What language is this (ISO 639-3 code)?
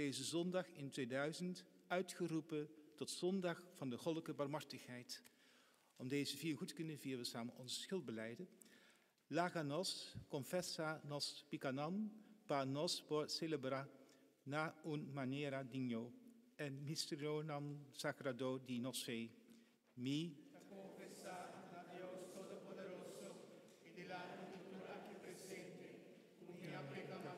pap